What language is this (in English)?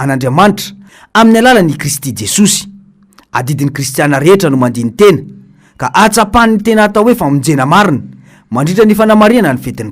Malagasy